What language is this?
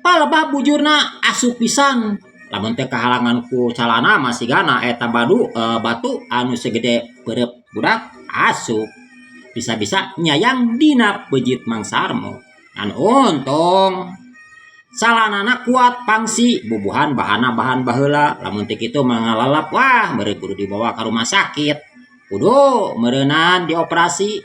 Sundanese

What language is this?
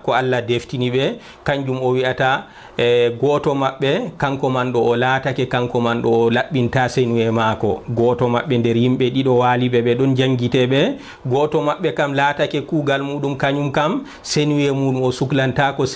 Fula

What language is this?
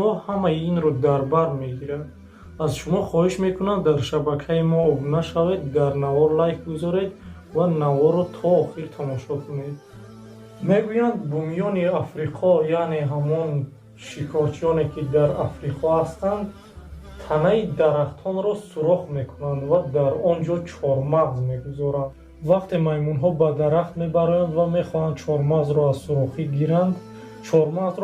Tajik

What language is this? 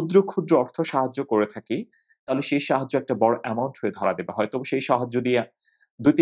Bangla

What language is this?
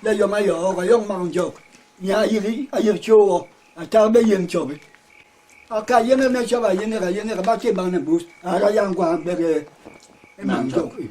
Basaa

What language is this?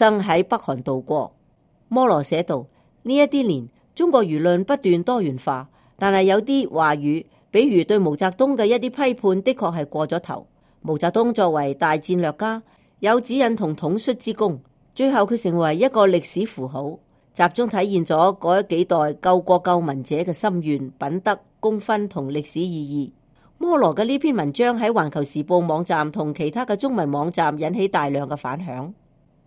Cantonese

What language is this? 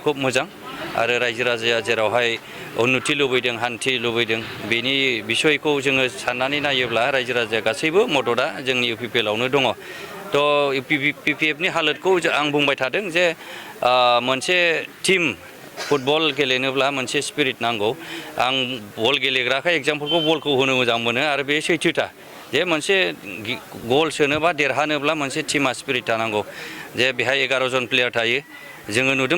Bodo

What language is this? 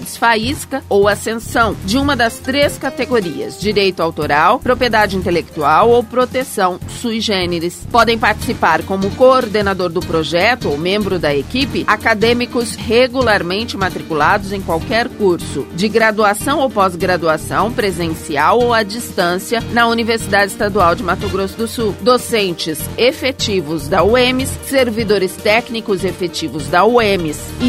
Portuguese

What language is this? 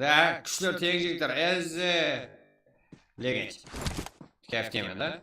Kara-Kalpak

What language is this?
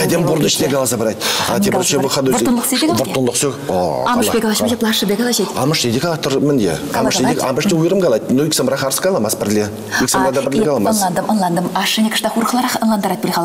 Chuvash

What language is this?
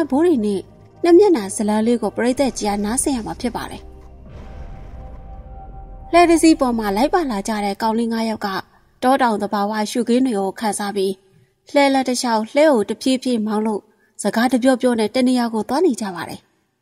Burmese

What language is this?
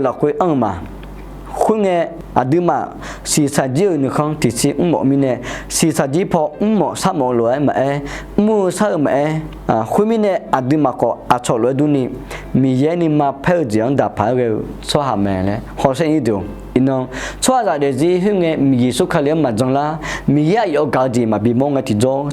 Akha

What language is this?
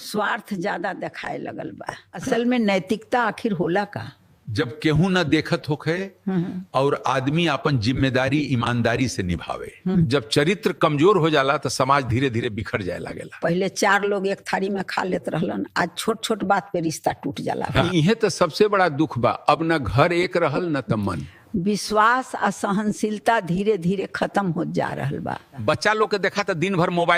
Bhojpuri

